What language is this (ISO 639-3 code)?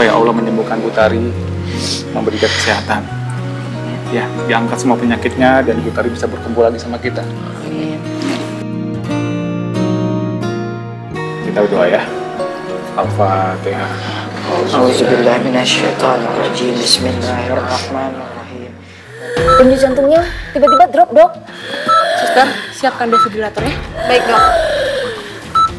ind